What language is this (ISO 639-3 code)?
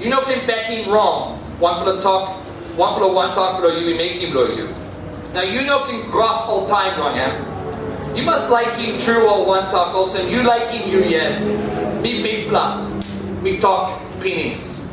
tpi